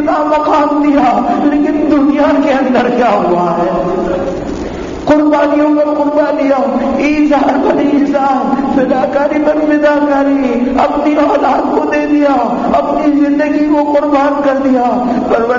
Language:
Urdu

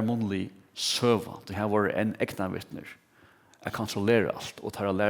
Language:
Faroese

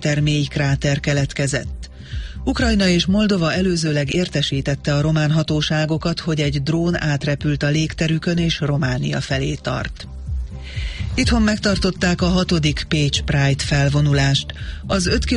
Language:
Hungarian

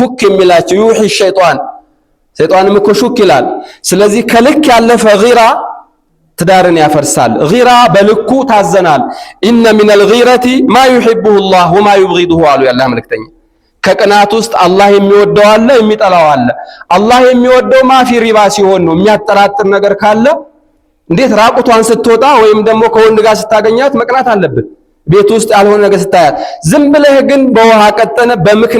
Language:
Amharic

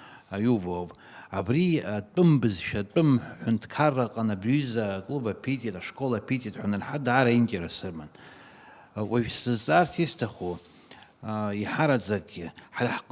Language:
Abkhazian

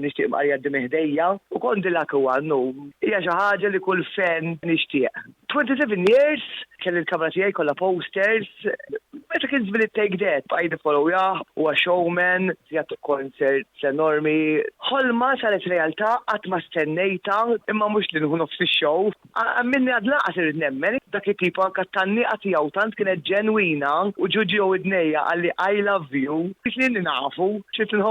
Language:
Maltese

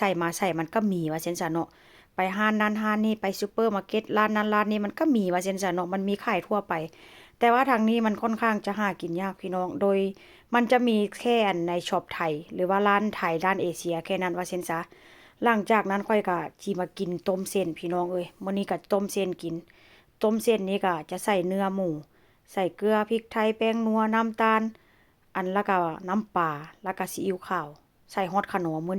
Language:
Northeastern Thai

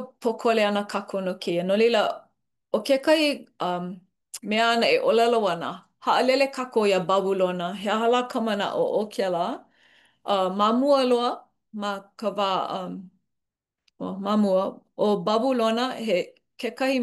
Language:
Hawaiian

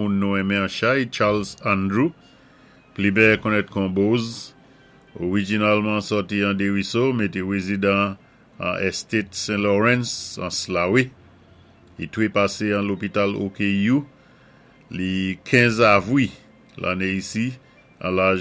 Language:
Saint Lucian Creole French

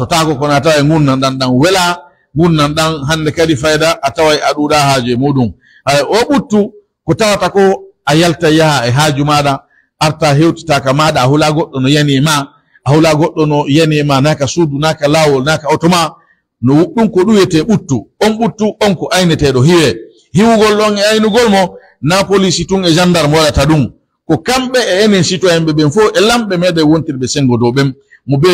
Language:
Pular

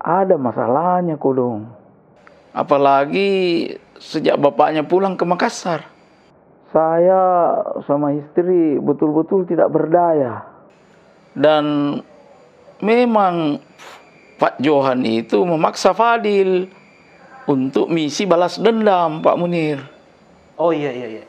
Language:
Makassar Malay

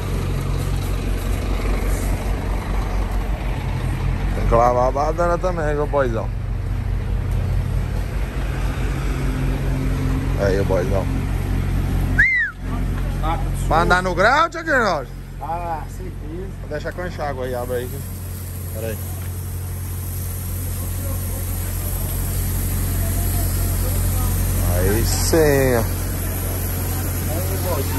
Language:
Portuguese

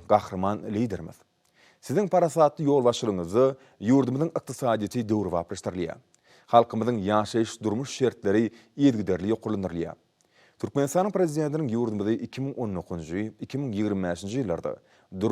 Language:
Turkmen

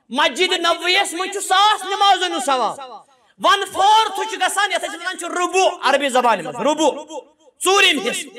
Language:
Kashmiri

